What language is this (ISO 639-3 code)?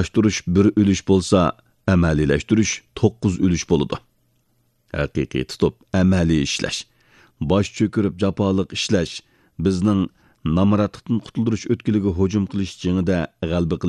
uig